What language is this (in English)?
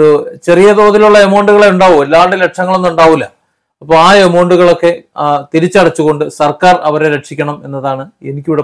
Malayalam